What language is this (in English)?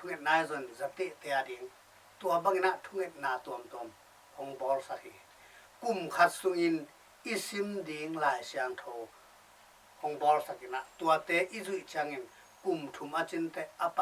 Tedim Chin